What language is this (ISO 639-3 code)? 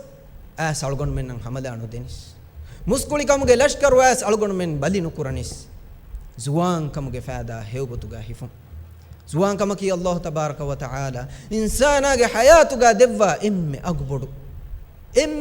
div